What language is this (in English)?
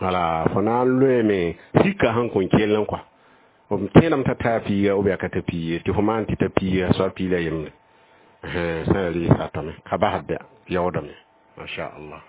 Mossi